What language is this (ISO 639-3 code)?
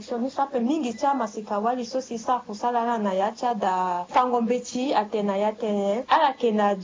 sag